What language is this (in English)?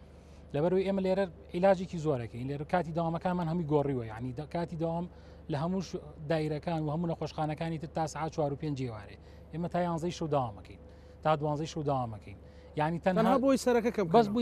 Central Kurdish